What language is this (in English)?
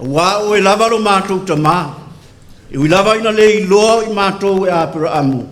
Samoan